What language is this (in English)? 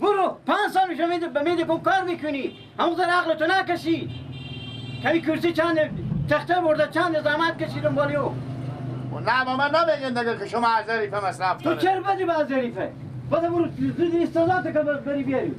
Persian